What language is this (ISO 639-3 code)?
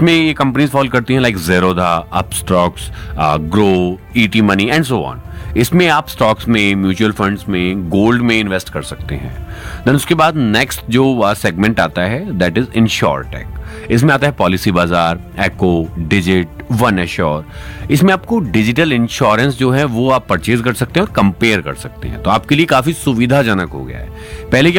hin